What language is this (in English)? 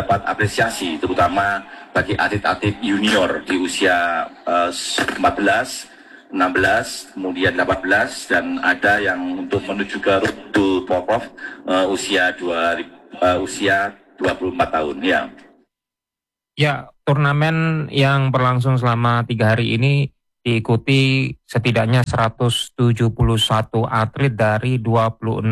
Indonesian